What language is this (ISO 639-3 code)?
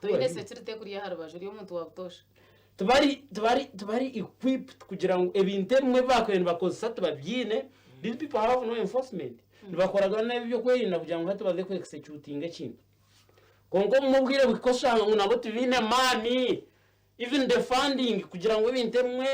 nyn